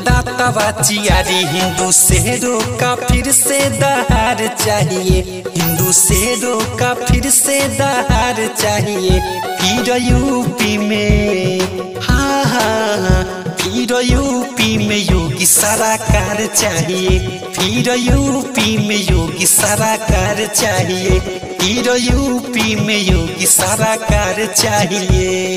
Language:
Bhojpuri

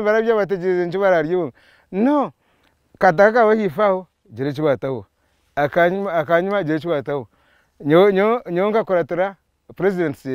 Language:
Nyankole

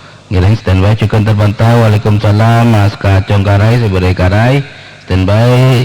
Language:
Madurese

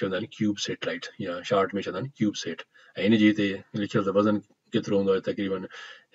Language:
Sindhi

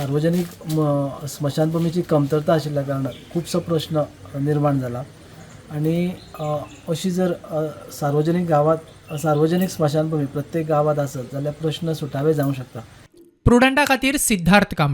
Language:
Konkani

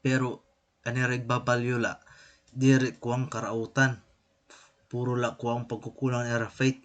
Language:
Waray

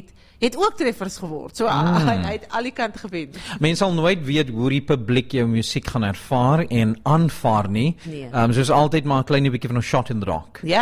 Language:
Afrikaans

